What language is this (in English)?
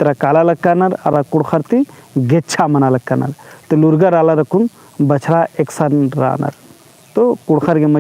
Kurukh